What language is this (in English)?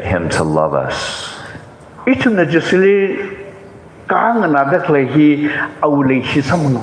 Tangkhul Naga (India)